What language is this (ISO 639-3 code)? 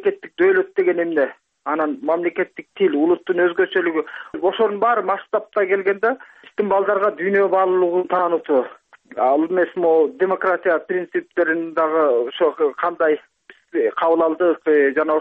kir